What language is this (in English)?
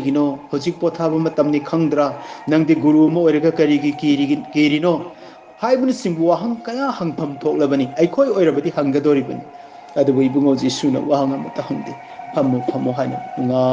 Manipuri